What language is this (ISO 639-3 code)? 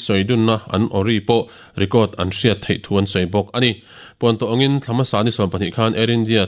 lus